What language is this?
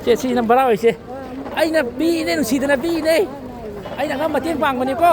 Manipuri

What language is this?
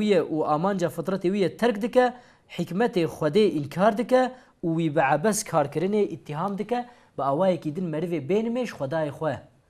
Kurdish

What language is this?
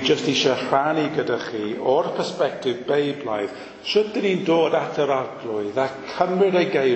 Welsh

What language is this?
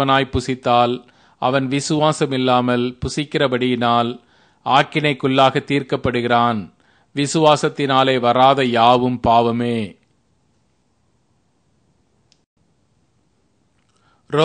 Tamil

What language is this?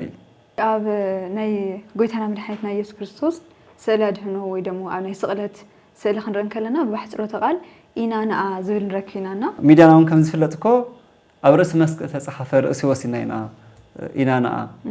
Tigrinya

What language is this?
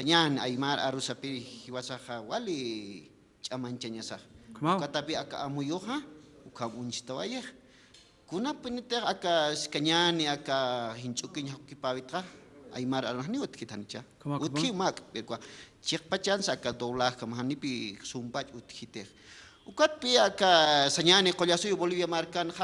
Aymara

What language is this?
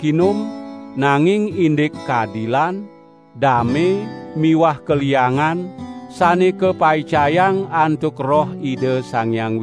Balinese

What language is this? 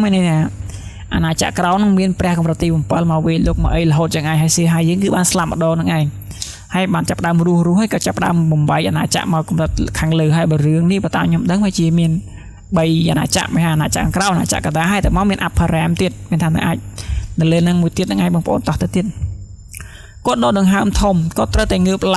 Khmer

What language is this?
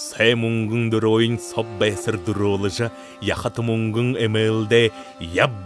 Buriat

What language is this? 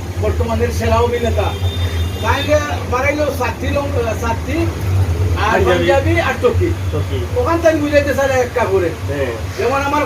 Sylheti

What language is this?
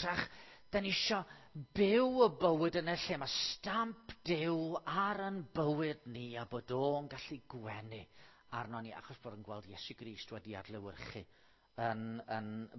Welsh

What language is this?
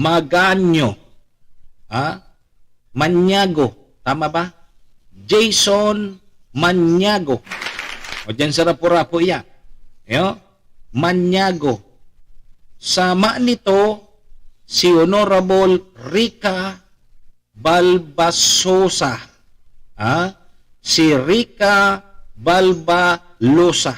Bikol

